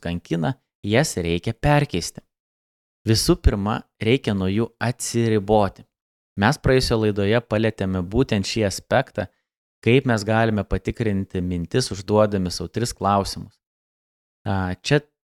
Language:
Lithuanian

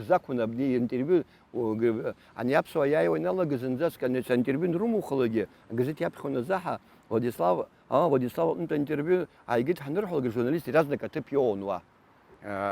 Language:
Abkhazian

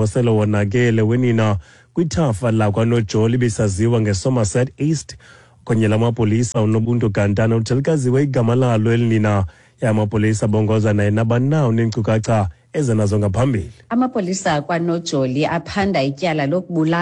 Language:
Xhosa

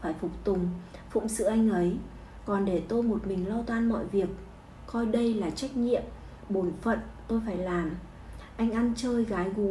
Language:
Vietnamese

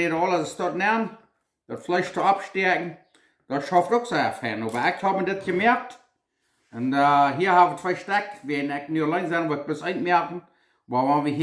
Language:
Plautdietsch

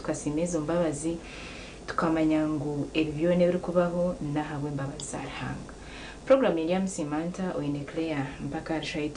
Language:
Nyankole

